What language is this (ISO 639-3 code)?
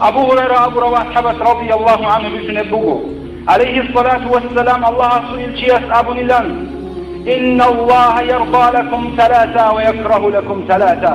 ava